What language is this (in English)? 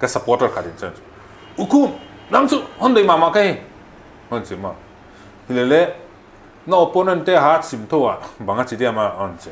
Paite Chin